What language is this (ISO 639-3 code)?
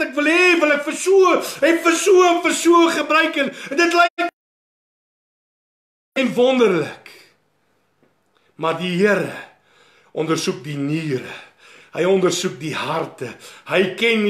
afr